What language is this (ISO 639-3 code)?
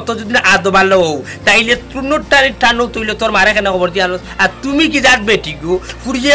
syl